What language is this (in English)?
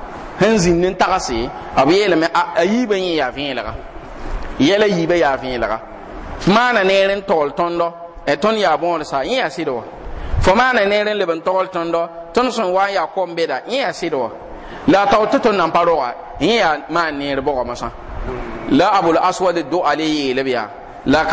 Mossi